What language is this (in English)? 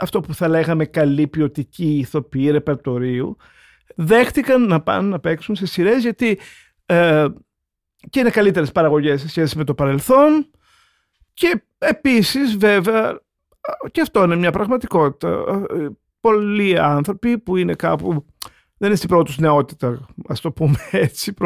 Greek